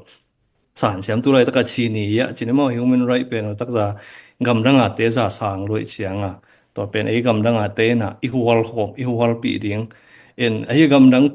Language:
Tedim Chin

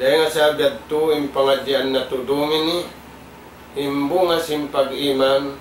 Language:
Tausug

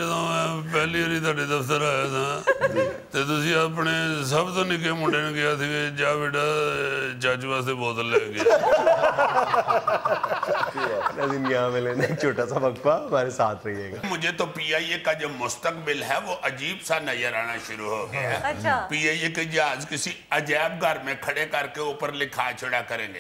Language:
Urdu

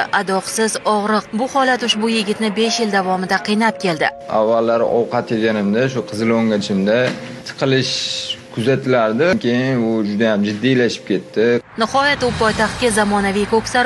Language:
Uzbek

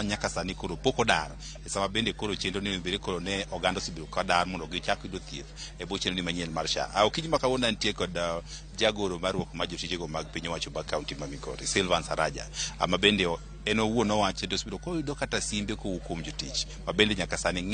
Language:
Luo (Kenya and Tanzania)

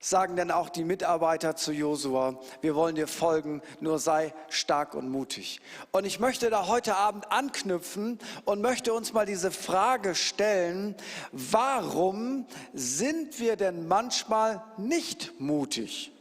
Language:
Swiss German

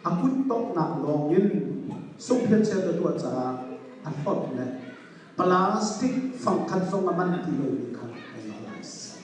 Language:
Hakha Chin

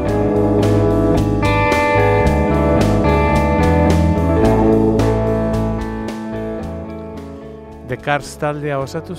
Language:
Basque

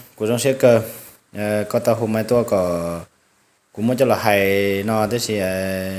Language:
Hmong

